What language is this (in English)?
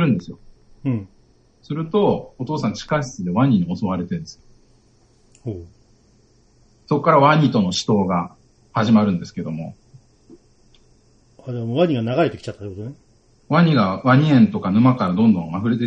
Japanese